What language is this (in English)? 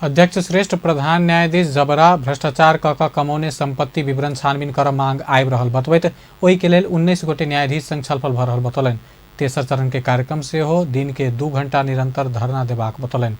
Maithili